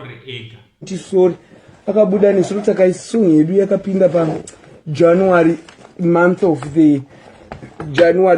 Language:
Shona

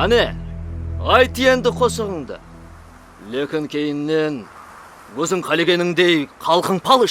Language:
Kara-Kalpak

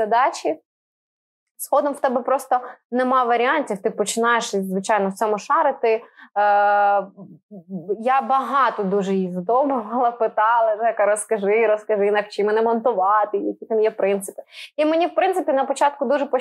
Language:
Ukrainian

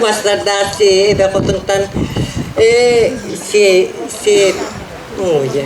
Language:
Yakut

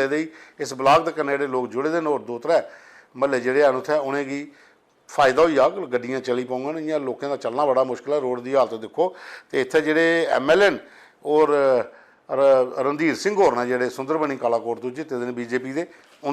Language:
Dogri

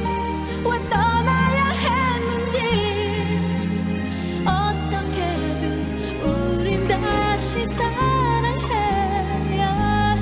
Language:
Korean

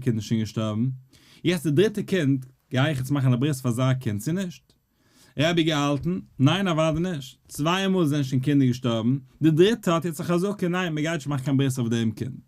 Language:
Yiddish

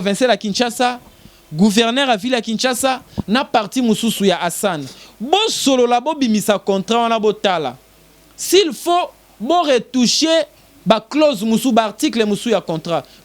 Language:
Lingala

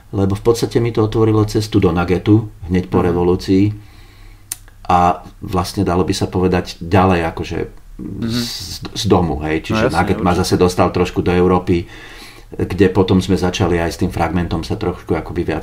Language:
Slovak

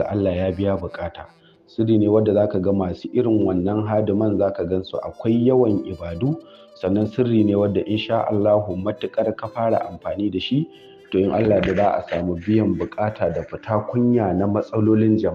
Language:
Hausa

